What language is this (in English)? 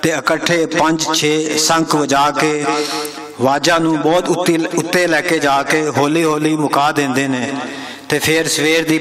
Western Panjabi